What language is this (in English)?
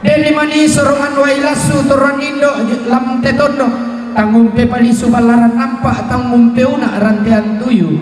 Toraja-Sa'dan